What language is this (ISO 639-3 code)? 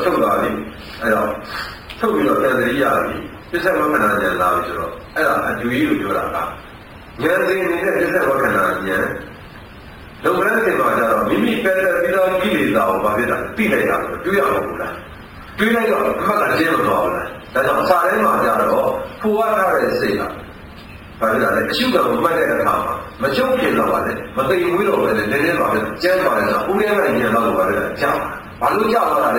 mya